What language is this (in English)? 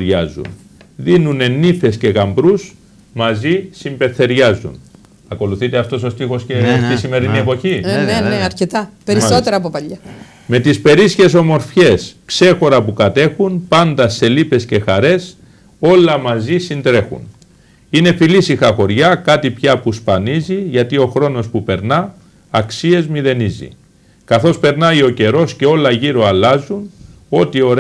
Greek